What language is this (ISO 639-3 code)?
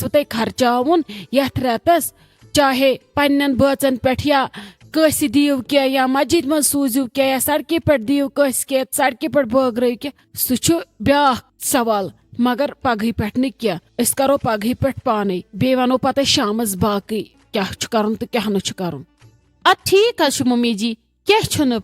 kas